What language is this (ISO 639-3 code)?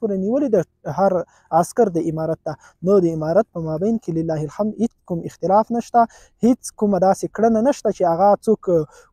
pus